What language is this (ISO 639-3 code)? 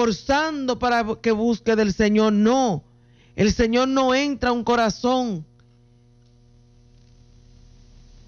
spa